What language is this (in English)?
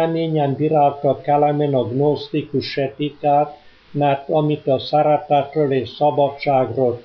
Hungarian